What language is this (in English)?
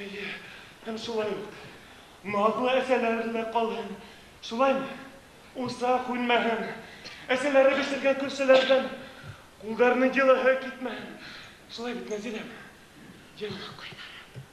Bashkir